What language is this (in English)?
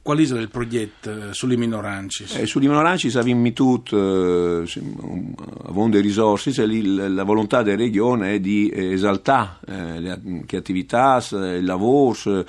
Friulian